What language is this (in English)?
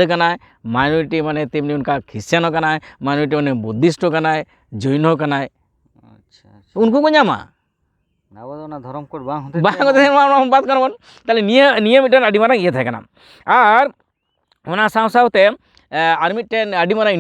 Santali